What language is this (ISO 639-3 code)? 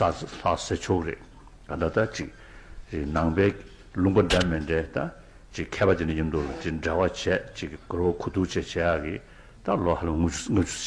bod